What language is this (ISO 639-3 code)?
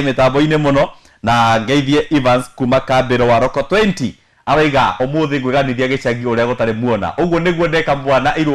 kik